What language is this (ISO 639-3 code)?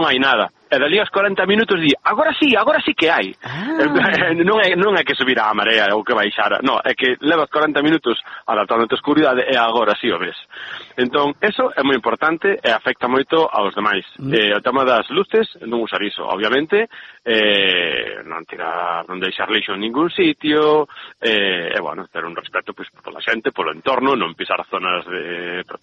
glg